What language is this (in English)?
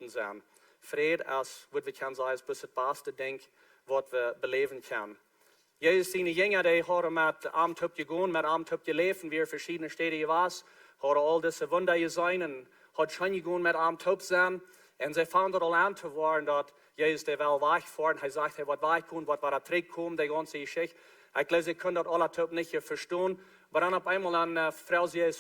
Plautdietsch